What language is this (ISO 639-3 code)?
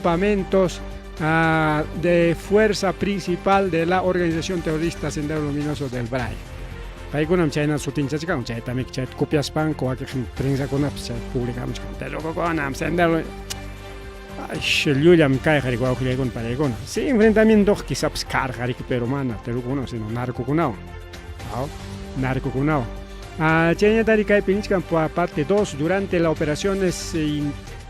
quy